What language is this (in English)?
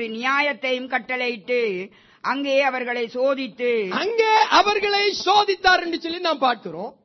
Tamil